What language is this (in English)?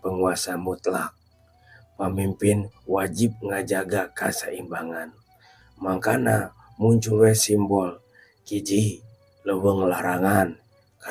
Sundanese